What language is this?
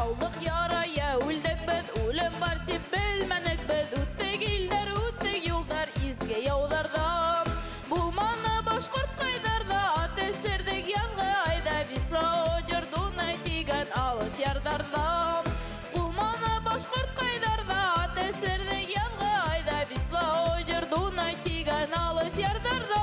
Bashkir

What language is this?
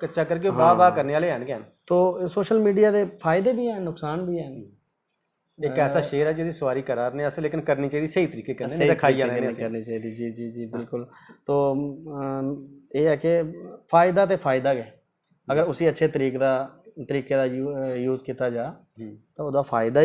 Dogri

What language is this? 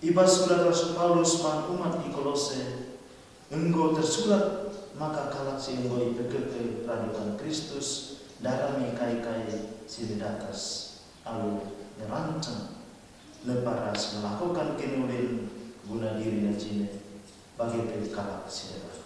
Batak Karo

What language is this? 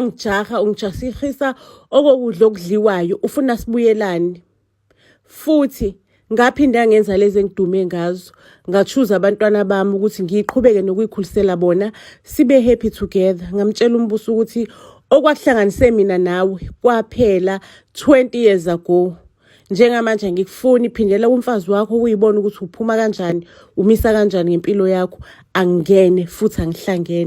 Zulu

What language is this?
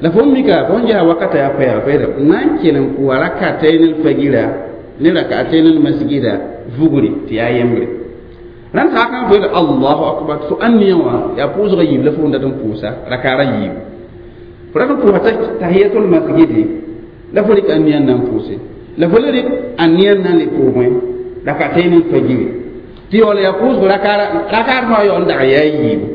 Mossi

